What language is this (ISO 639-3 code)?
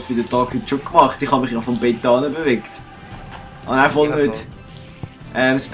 gsw